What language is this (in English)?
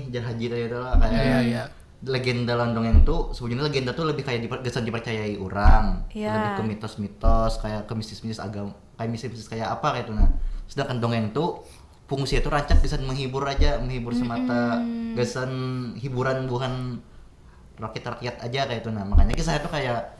Banjar